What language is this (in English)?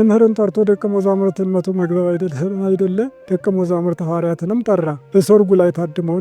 Amharic